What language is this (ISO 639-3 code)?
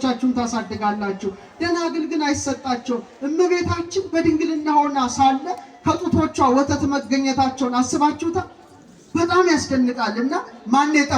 amh